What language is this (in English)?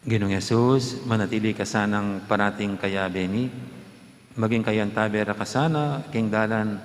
Pampanga